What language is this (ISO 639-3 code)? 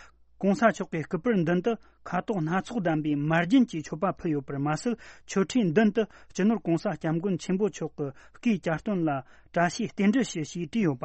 bod